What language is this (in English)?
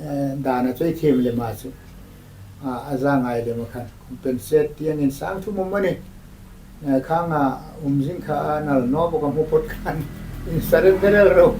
Hmar